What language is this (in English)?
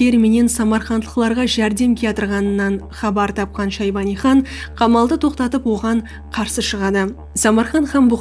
Kara-Kalpak